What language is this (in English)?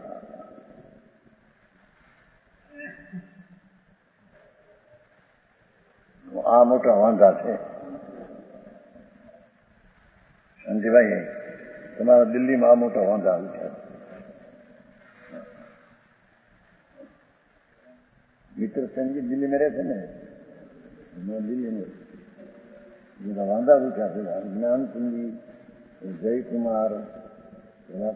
Gujarati